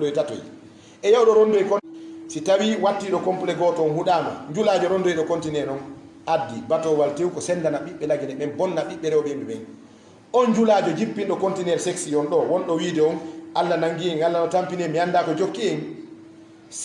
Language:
Fula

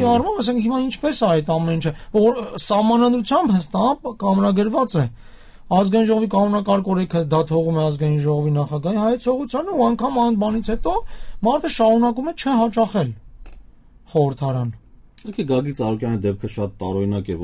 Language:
Armenian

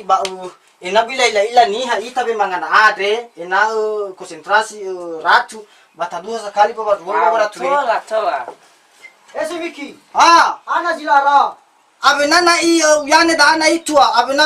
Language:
Nias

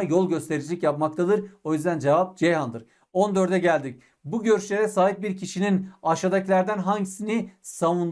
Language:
Turkish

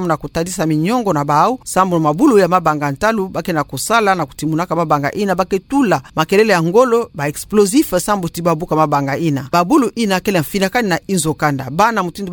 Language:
Kituba (Democratic Republic of Congo)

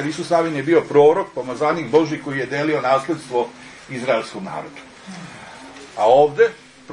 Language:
Serbian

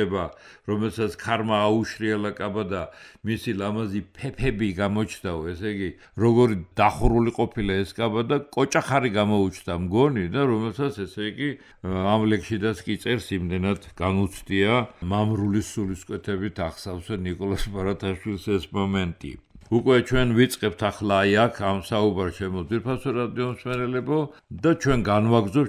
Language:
Georgian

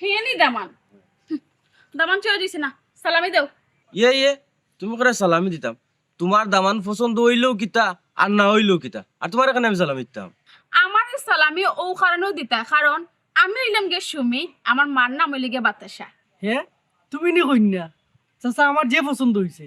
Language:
Sylheti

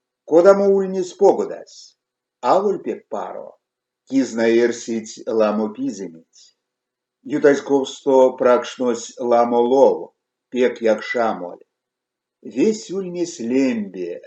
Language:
Erzya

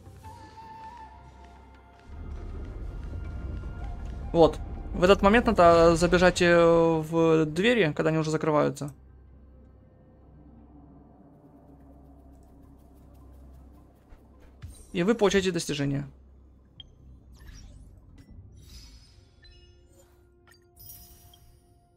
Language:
Russian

